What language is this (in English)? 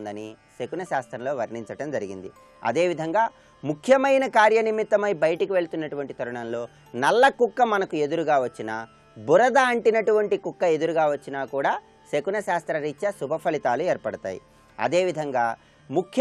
Telugu